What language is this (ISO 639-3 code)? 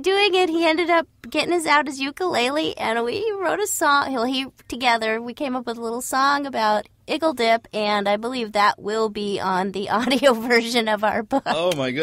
eng